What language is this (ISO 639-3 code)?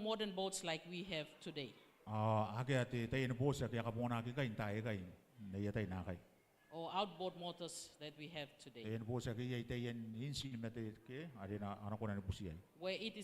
gil